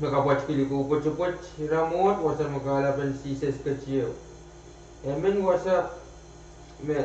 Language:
Pohnpeian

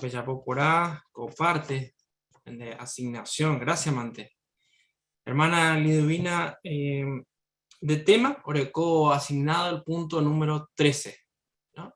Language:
Guarani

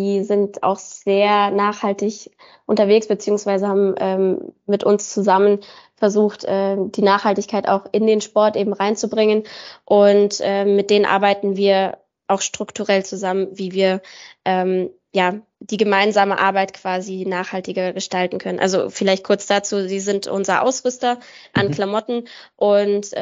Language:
German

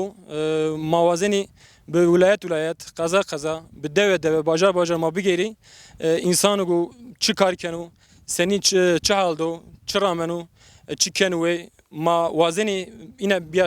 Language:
Zaza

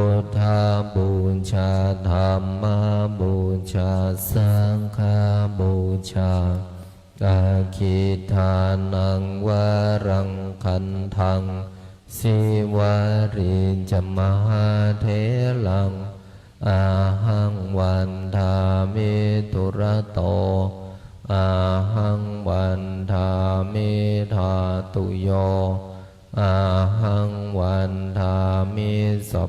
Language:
Pali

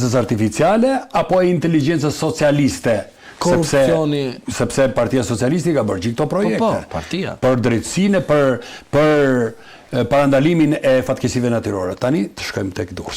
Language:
Albanian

